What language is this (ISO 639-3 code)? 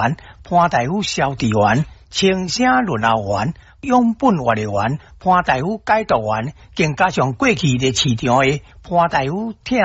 nan